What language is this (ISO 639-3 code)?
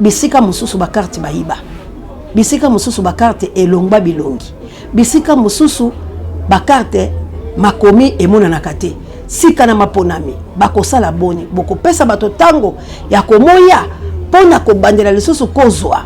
lin